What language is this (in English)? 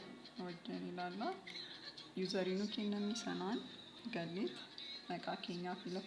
Oromo